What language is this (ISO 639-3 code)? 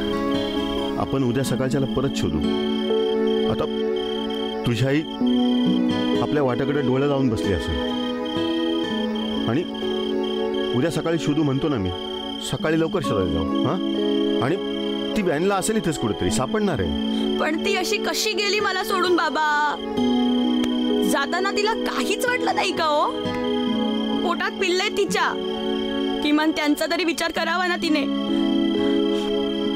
mar